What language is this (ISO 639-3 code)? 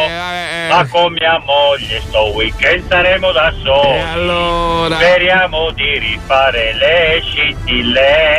ita